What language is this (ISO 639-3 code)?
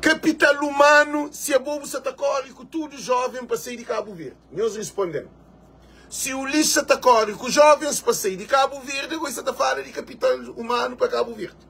kea